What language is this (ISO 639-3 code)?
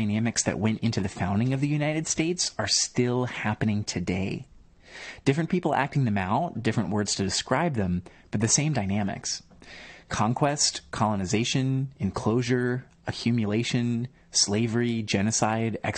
eng